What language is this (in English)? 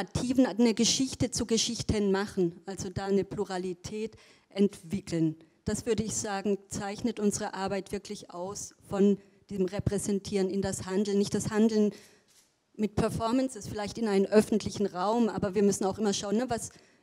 German